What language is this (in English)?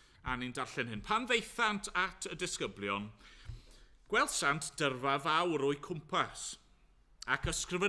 Welsh